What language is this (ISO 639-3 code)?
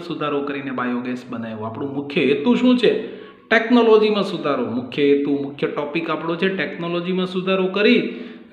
guj